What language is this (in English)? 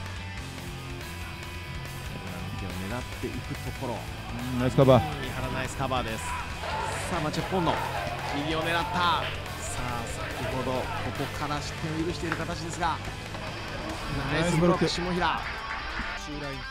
Japanese